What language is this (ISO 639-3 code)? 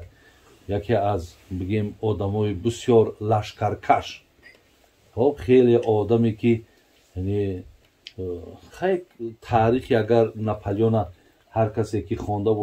tgk